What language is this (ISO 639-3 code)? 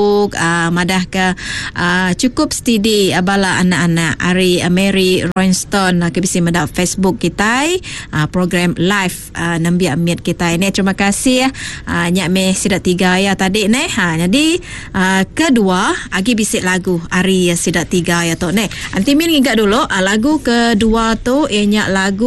iba